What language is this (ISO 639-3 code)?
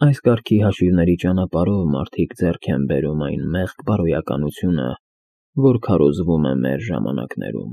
hye